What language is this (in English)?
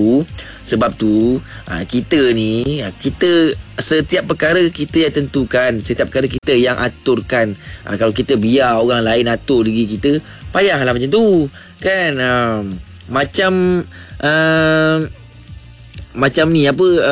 Malay